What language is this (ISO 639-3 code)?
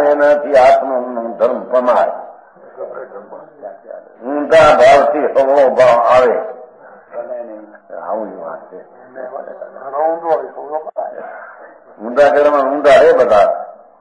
guj